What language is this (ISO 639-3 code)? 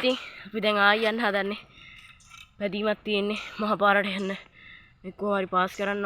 sin